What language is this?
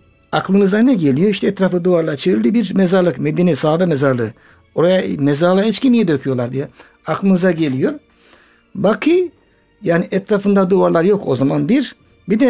Turkish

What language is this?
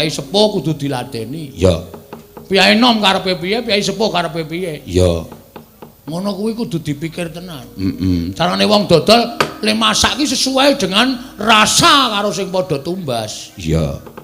Javanese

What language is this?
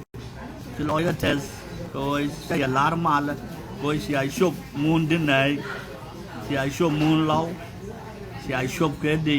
Nuer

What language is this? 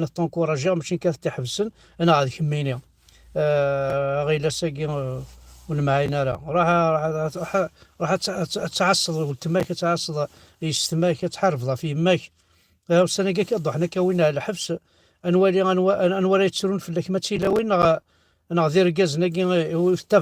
Kabyle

